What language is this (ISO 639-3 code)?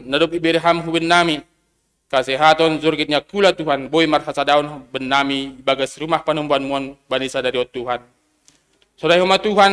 bts